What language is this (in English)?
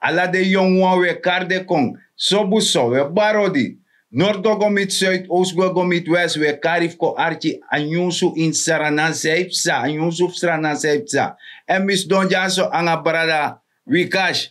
Sranan Tongo